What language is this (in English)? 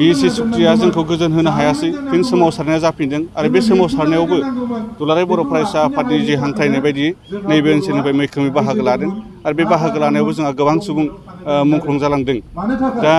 Bodo